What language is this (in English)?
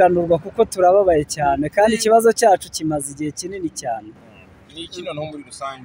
Kinyarwanda